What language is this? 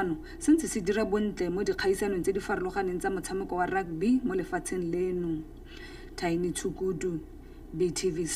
Tswana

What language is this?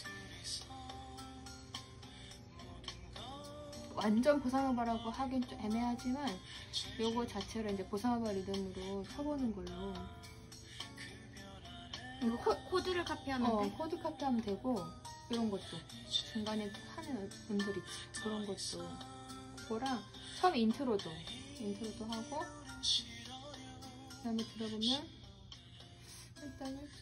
Korean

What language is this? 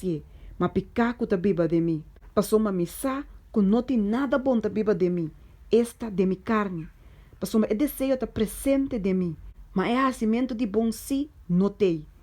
Papiamento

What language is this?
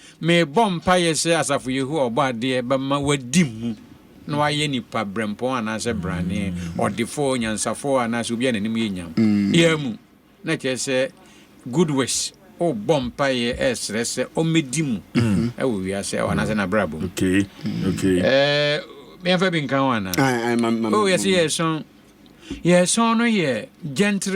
Akan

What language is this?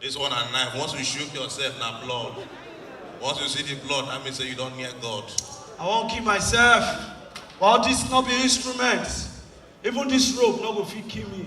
Nigerian Pidgin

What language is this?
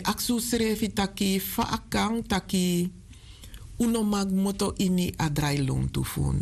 Sranan Tongo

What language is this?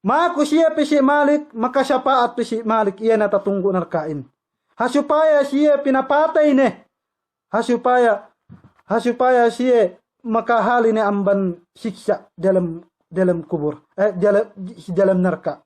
Yakan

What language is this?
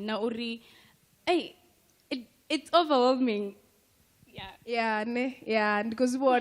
Venda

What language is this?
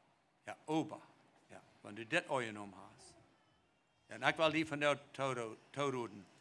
Plautdietsch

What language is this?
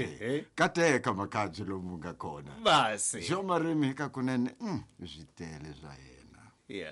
Tsonga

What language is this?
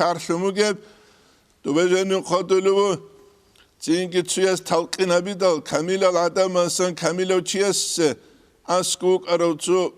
Avaric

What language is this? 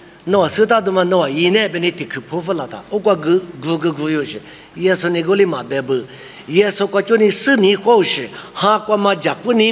Lisu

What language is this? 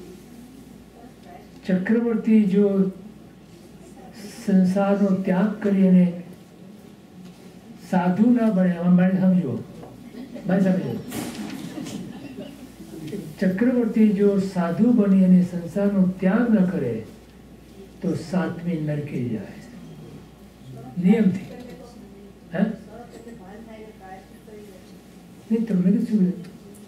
Gujarati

